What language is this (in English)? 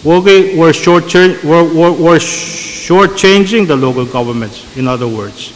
Pohnpeian